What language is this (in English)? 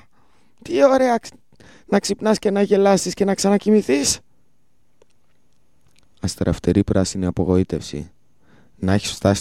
Greek